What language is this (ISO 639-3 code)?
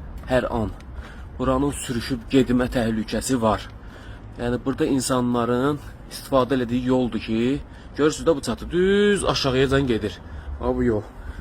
aze